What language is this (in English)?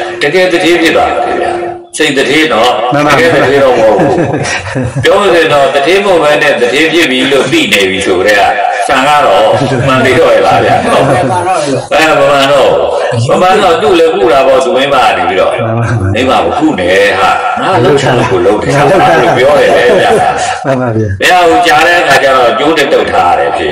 Burmese